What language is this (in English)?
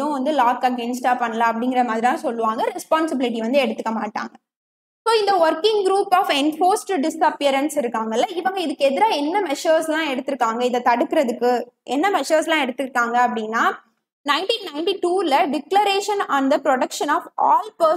Tamil